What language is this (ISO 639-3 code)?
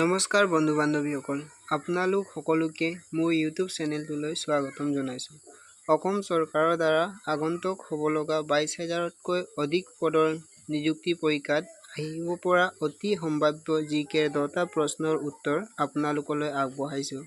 asm